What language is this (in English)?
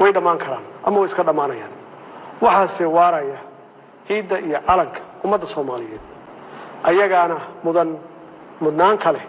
Somali